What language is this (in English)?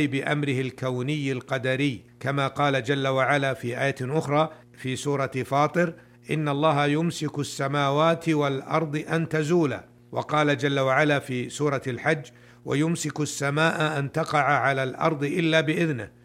Arabic